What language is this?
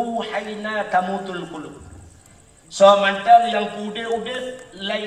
Achinese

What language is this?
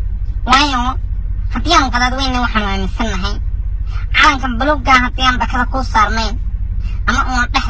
Somali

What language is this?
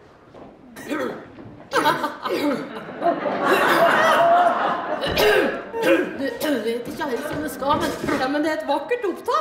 Norwegian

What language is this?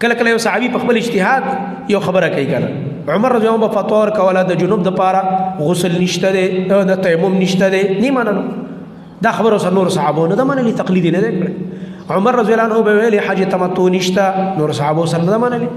Pashto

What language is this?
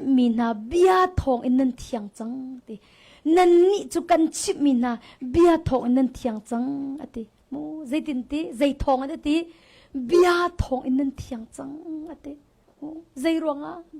Hakha Chin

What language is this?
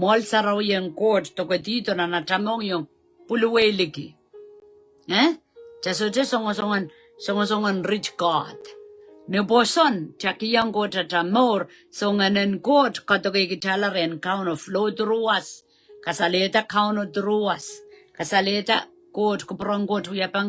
Pohnpeian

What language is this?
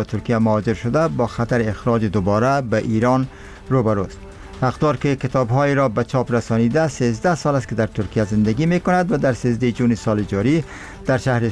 Persian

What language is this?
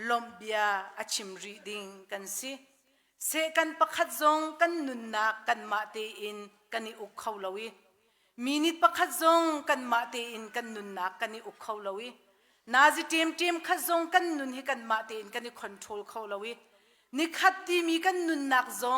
Hakha Chin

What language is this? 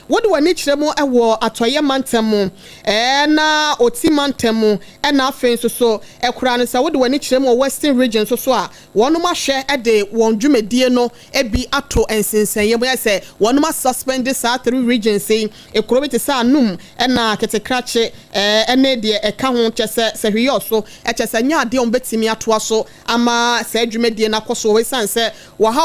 Akan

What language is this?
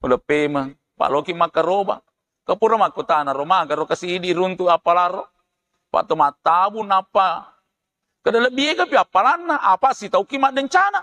Buginese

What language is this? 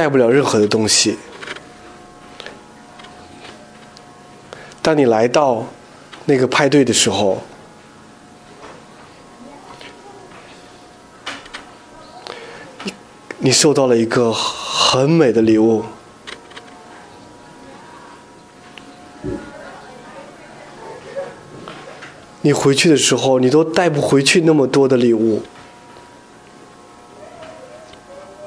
Chinese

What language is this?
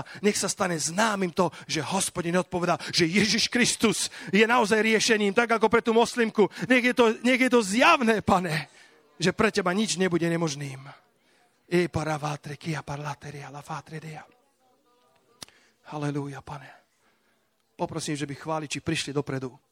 Slovak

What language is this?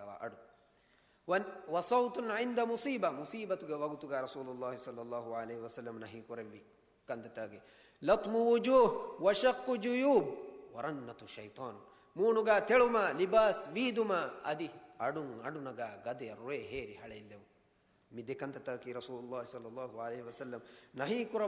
Divehi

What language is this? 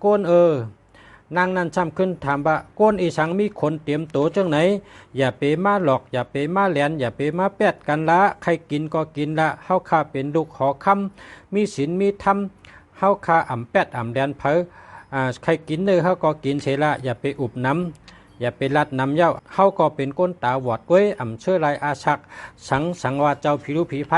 Shan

